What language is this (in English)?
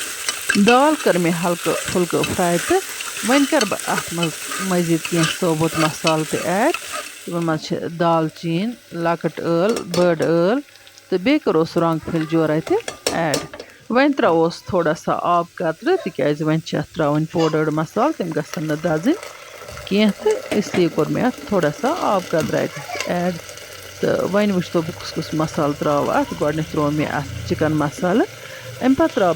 Kashmiri